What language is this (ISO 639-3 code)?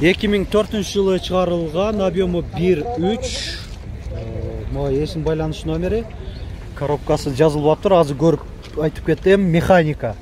kir